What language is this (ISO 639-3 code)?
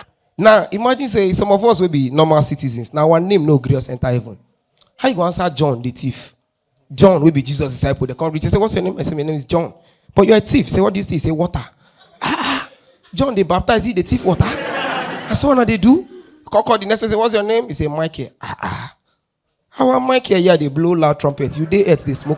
pcm